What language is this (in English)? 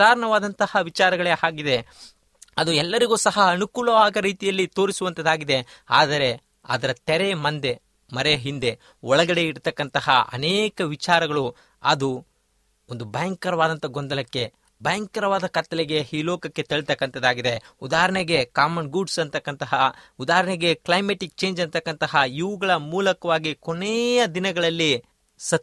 Kannada